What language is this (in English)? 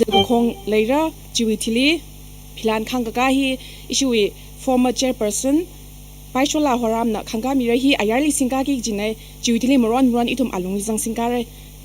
Tangkhul Naga (India)